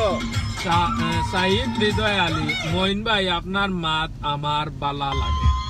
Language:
Sylheti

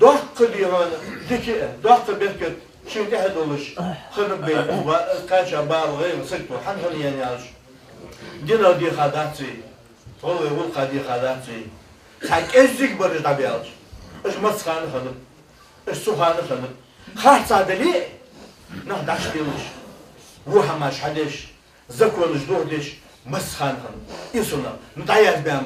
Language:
Ingush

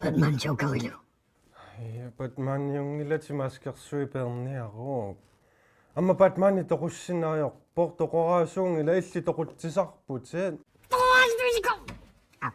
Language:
Kalaallisut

